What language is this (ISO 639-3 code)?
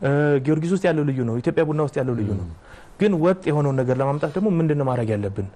amh